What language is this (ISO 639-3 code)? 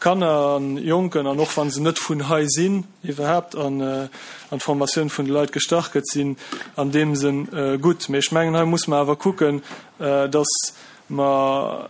ltz